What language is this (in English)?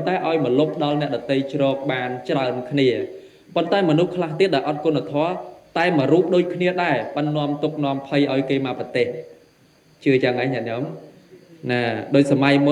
Khmer